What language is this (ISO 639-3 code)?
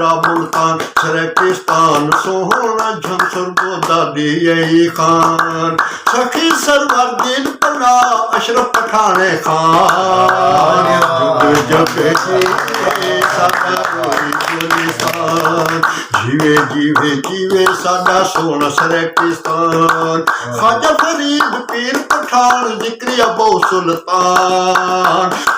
skr